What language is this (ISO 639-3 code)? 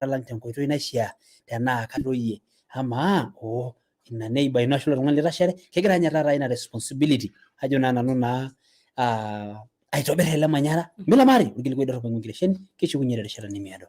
mas